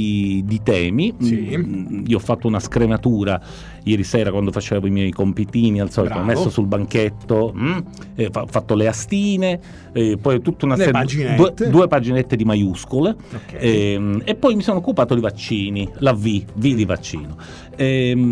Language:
Italian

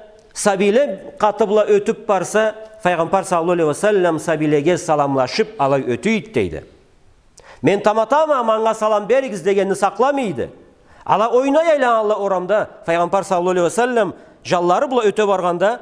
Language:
Karachay-Balkar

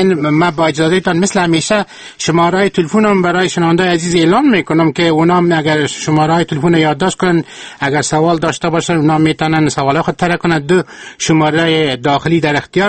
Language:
Persian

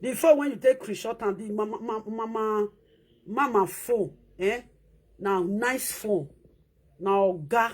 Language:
Nigerian Pidgin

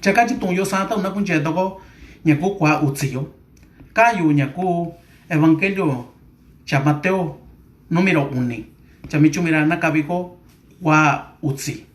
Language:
Mixtepec Mixtec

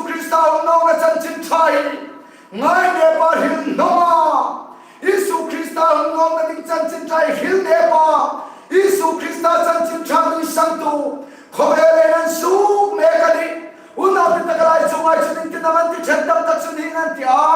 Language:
Hmar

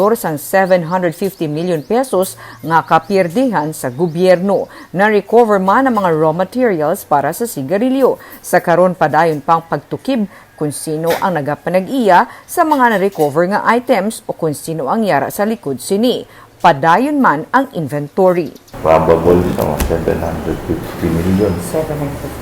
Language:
Hiligaynon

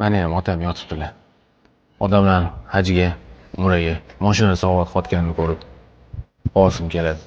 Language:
Uzbek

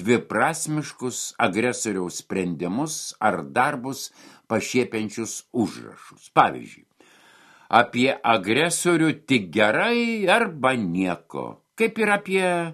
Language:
Lithuanian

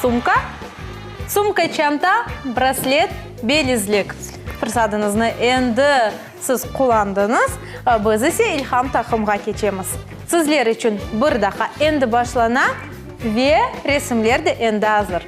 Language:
Crimean Tatar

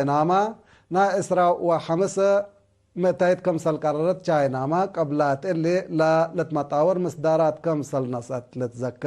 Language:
Tigre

